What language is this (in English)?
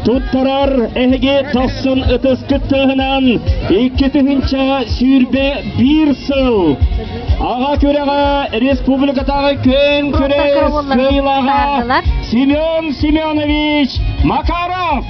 Yakut